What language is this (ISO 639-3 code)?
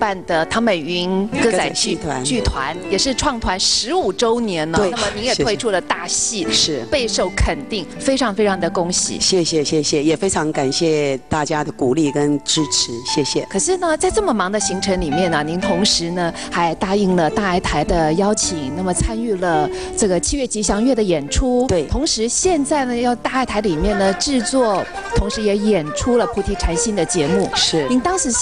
zho